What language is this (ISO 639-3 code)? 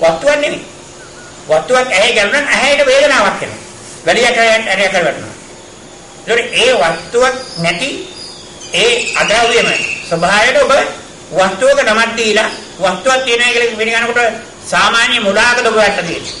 sin